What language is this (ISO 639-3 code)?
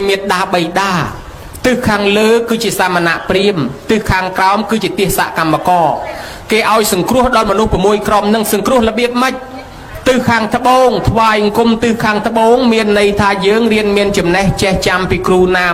khm